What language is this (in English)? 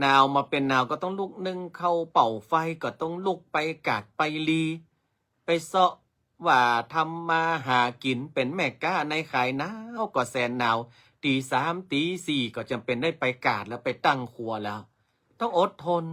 Northern Thai